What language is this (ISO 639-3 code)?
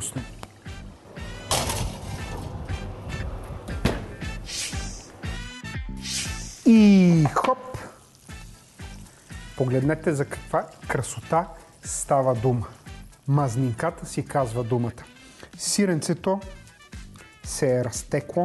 bul